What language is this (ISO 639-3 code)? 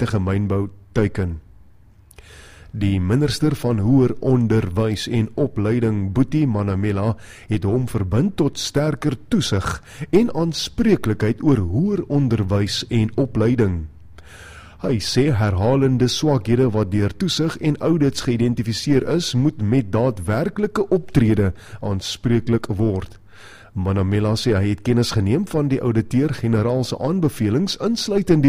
afr